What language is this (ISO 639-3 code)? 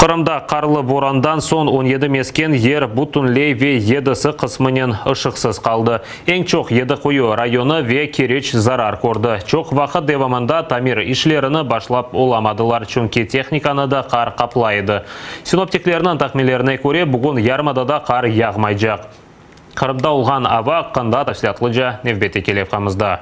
crh